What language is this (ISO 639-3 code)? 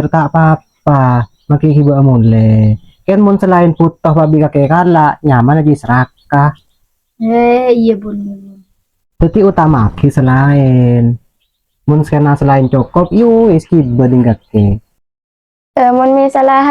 mad